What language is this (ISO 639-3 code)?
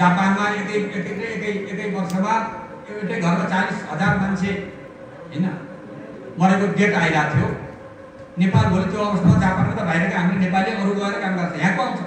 nep